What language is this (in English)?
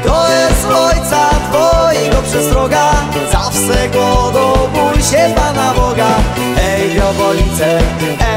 Polish